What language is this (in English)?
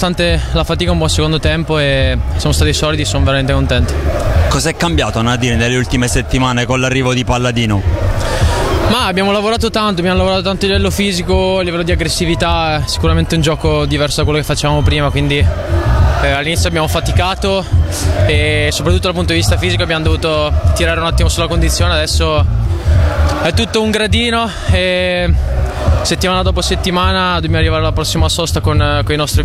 Italian